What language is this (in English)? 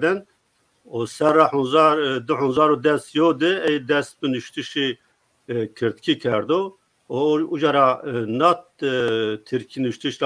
Zaza